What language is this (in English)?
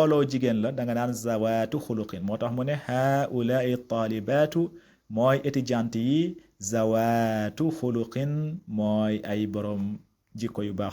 Wolof